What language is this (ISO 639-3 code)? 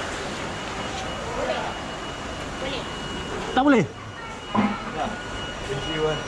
msa